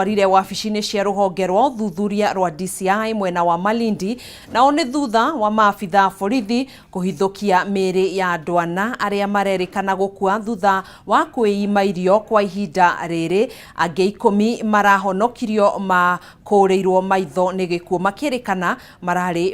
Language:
Kikuyu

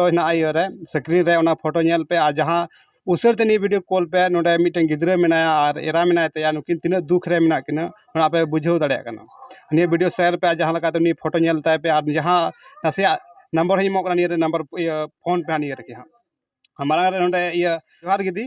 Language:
Santali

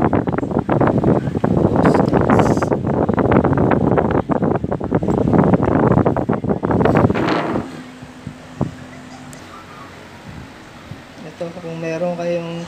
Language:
Filipino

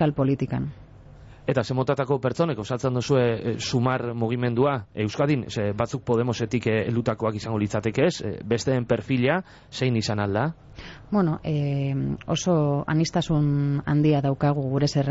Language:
Basque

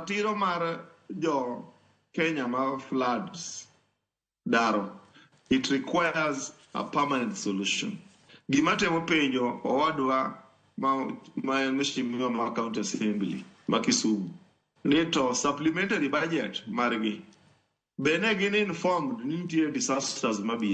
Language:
Luo (Kenya and Tanzania)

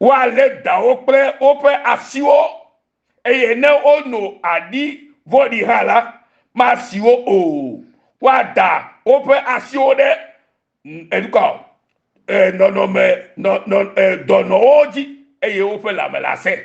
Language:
Ewe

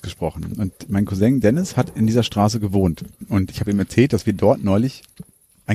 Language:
German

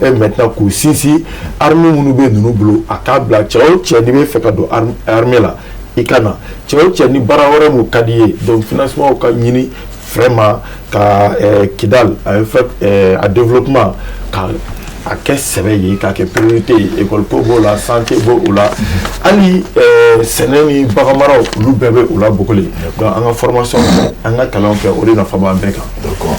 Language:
Bambara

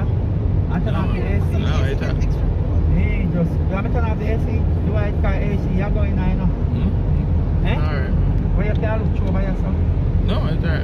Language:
Jamaican Creole English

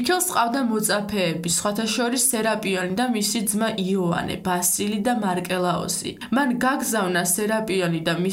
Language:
Georgian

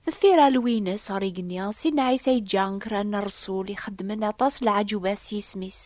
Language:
Kabyle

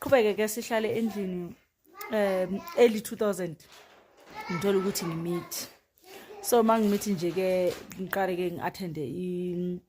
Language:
Zulu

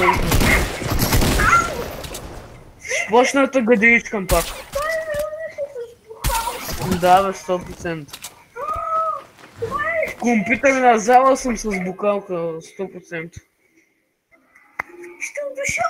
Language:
Bulgarian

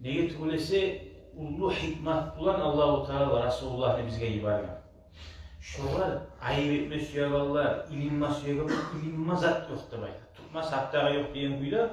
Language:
Kumyk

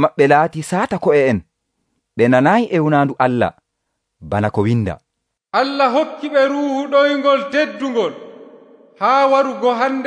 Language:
Nigerian Fulfulde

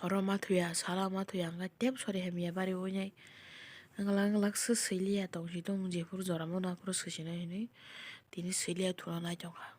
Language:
Kok Borok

